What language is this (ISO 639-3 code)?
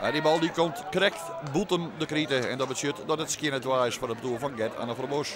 fry